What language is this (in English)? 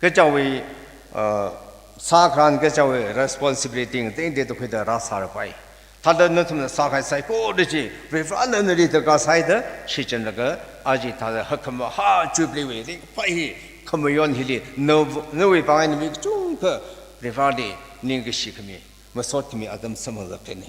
Tangkhul Naga (India)